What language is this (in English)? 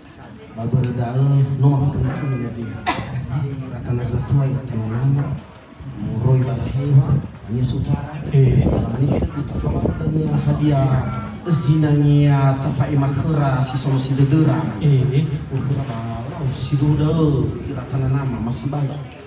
Nias